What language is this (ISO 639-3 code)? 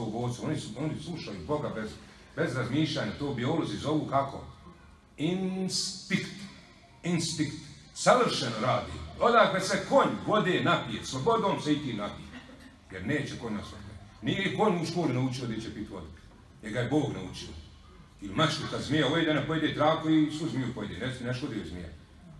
bos